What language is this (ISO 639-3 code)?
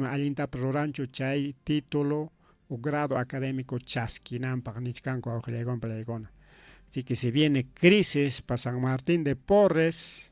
quy